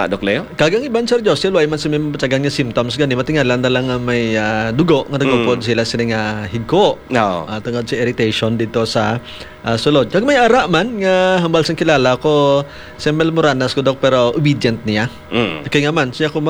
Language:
Hiligaynon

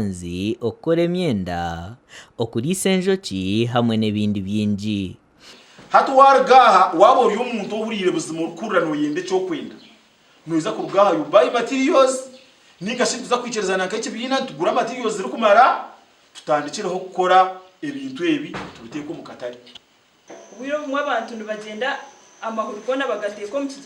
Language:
Nyankole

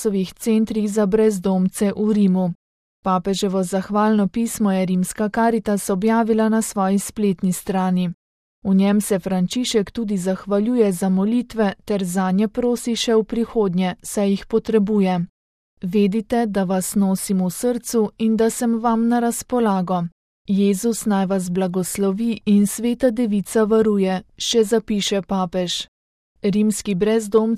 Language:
Slovenian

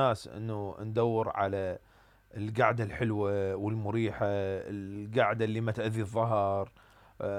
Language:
Mesopotamian Arabic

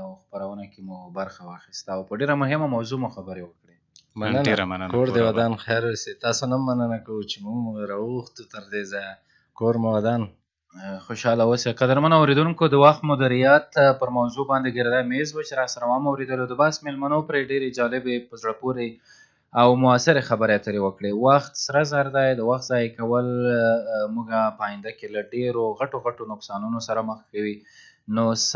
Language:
Pashto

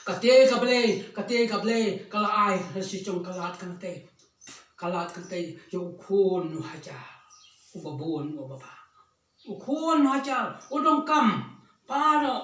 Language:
Khasi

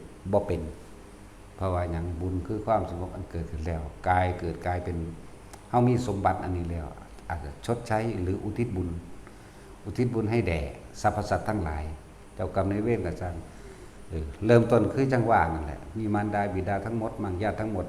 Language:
Northeastern Thai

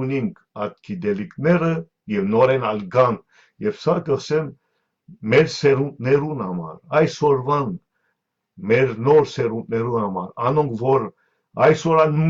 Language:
Western Armenian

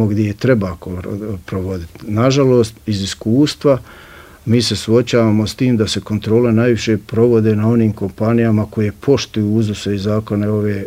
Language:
Bosnian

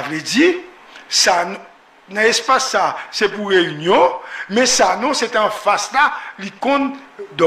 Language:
Haitian Creole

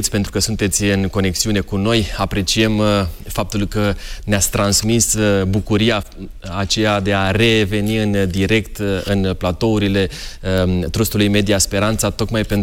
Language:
Romanian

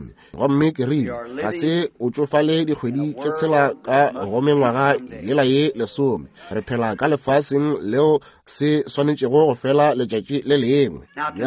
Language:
Northern Sotho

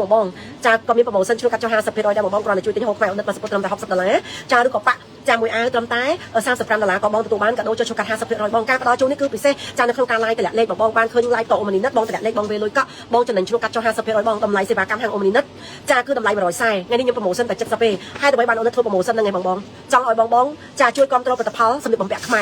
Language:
Khmer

